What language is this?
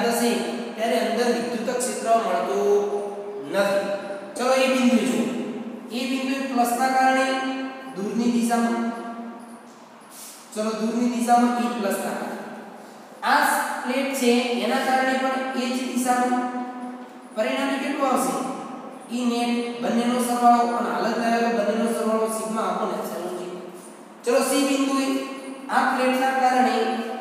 Gujarati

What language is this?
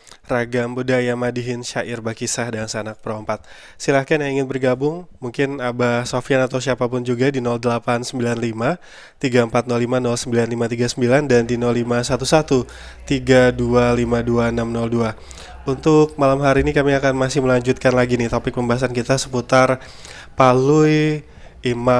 Banjar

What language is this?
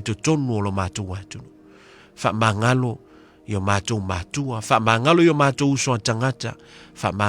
Samoan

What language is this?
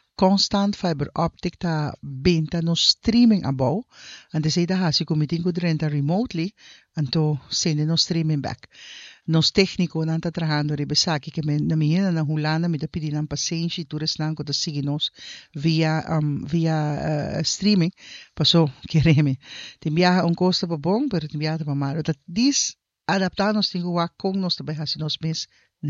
Papiamento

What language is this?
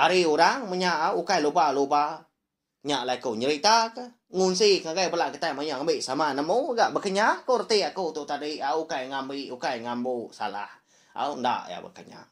Iban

